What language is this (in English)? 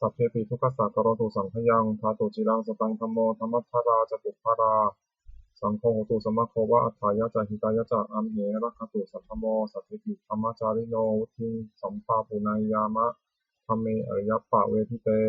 Pali